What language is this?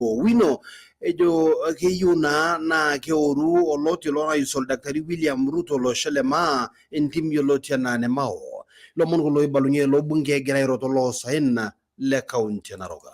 Masai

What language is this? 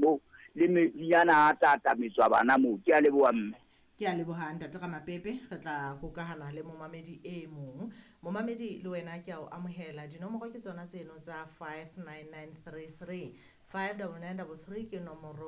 Southern Sotho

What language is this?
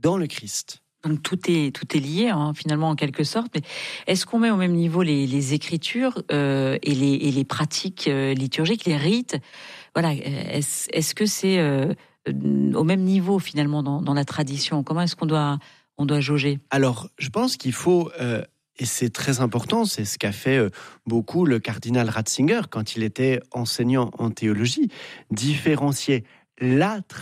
French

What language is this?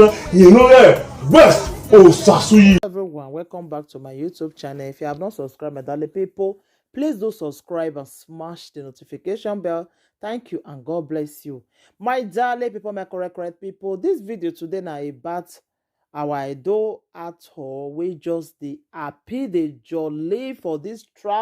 Nigerian Pidgin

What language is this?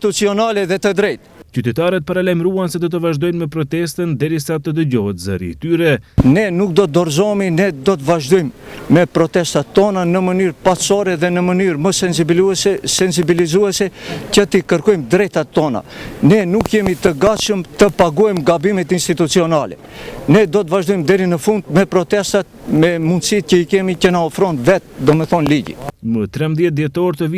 Albanian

